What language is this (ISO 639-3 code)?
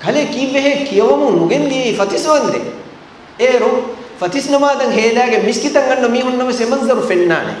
div